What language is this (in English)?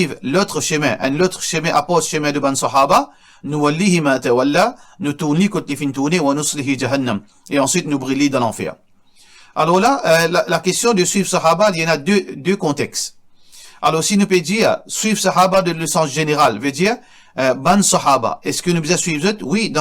Morisyen